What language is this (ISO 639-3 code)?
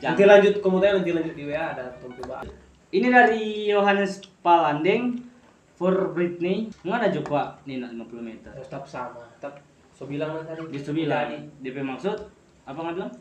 xmm